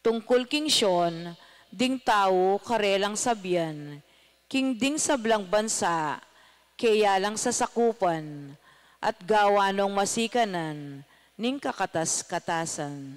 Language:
Pampanga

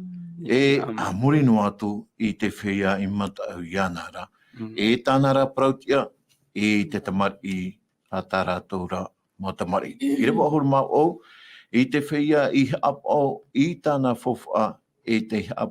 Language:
Tahitian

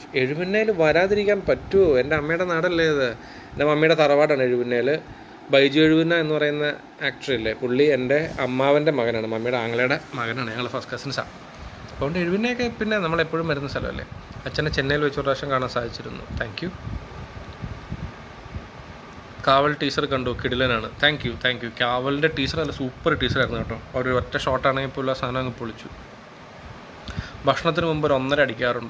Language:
Malayalam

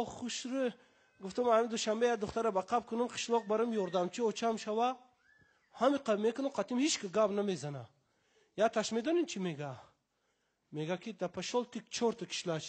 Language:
Tajik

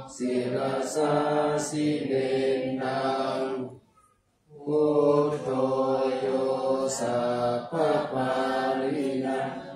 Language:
Pali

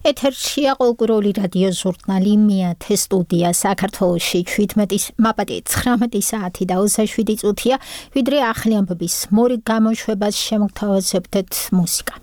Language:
Georgian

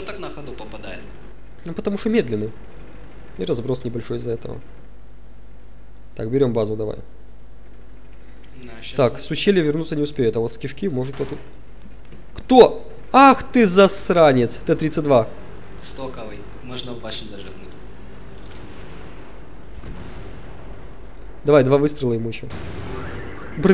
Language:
Russian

